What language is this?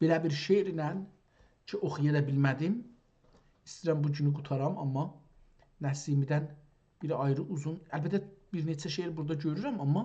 South Azerbaijani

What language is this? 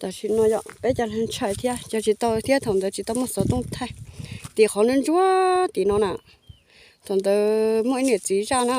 Hmong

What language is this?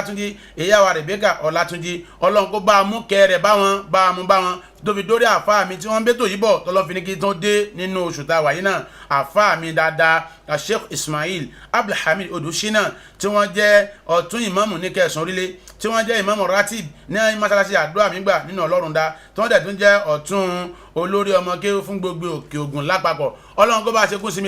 Yoruba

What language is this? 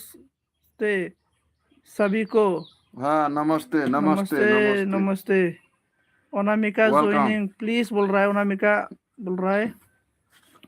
Bodo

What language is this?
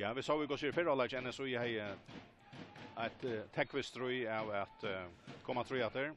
Faroese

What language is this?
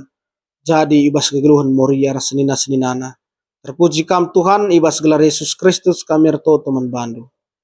Batak Karo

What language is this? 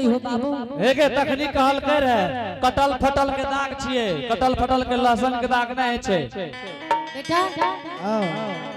Angika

